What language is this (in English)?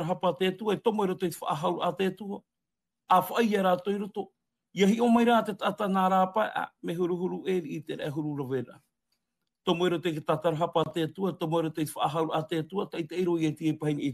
Tahitian